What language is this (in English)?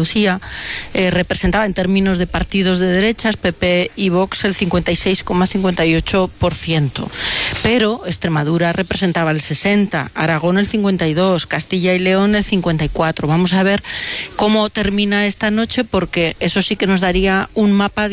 Spanish